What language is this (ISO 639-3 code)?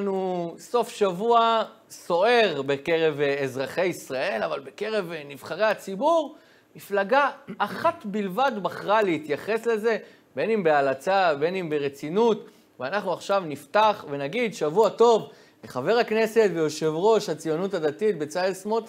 heb